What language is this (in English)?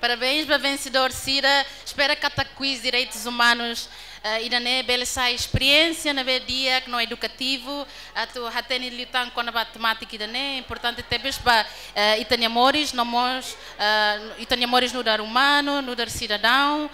Tetum